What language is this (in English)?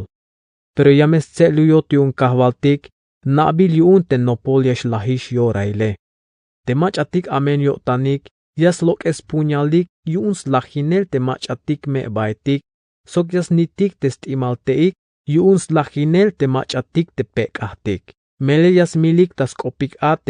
Tzeltal